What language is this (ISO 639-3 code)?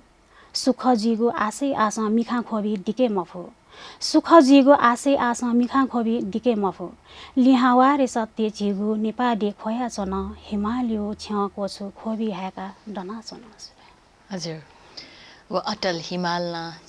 new